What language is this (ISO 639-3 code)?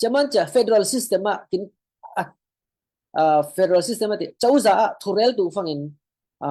cfm